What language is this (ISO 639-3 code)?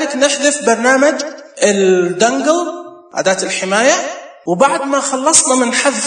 ars